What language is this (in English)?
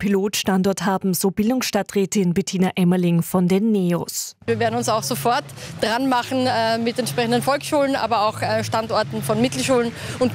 German